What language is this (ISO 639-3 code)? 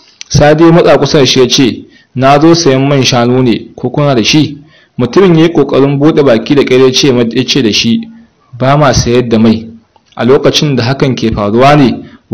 hau